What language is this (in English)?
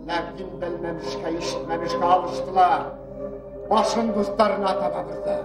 Bashkir